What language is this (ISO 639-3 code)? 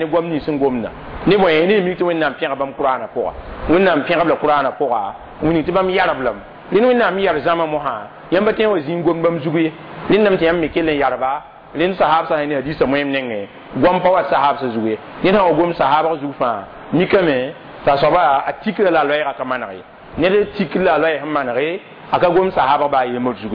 mos